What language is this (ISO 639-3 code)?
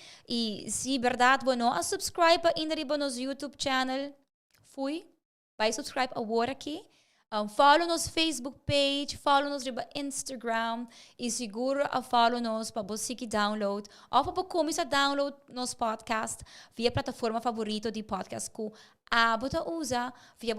pap